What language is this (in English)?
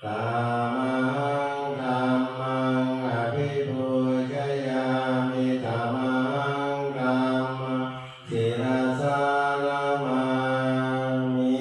Pali